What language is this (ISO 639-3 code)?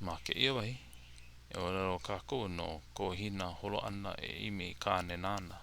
haw